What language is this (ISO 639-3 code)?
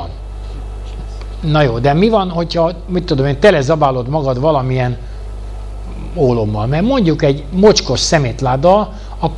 hun